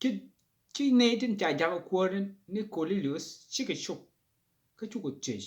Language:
Nuer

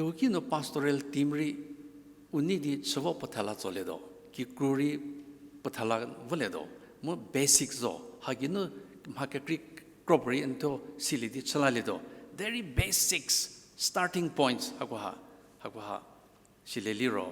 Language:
Angami Naga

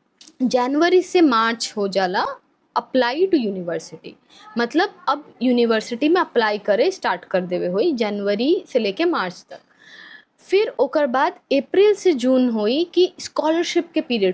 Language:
Bhojpuri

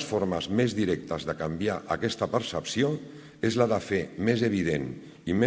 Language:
Catalan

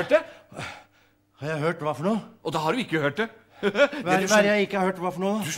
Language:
Norwegian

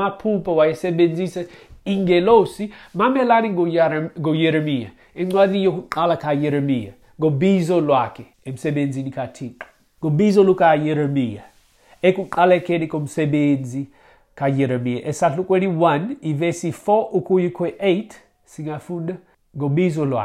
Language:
Xhosa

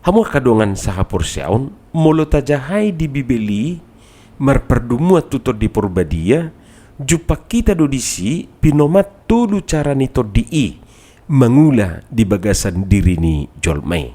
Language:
Batak Toba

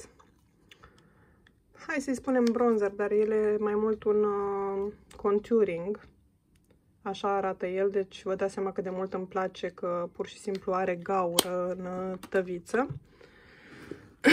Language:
Romanian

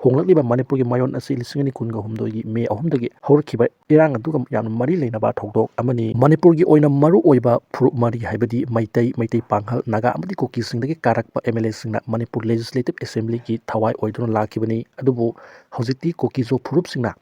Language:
Manipuri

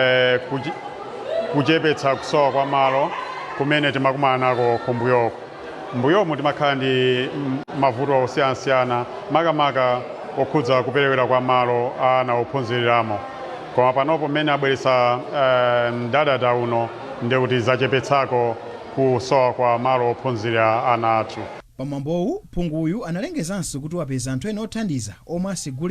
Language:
Nyanja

